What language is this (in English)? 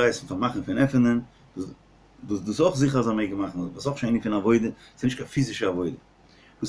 Yiddish